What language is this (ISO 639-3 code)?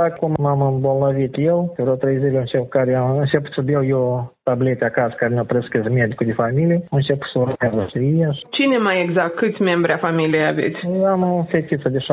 ron